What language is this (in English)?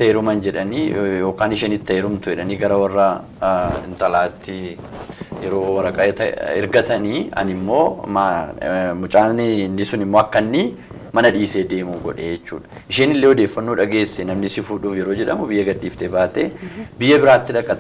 Oromo